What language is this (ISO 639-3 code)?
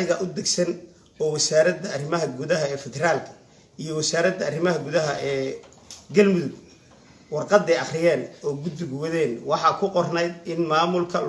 som